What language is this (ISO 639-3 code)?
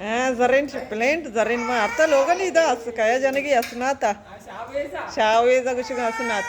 bal